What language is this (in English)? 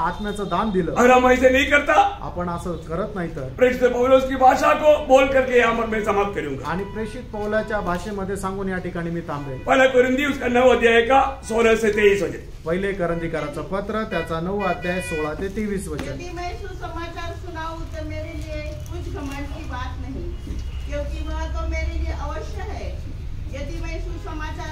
Marathi